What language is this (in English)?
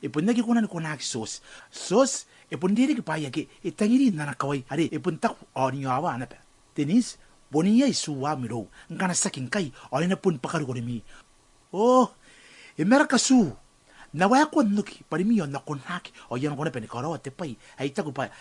Gilbertese